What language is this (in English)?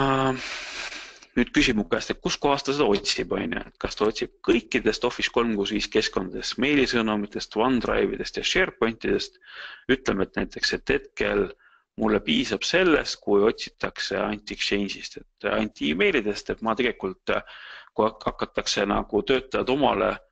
Estonian